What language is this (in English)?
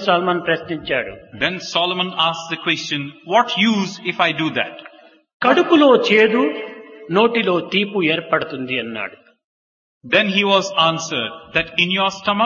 Telugu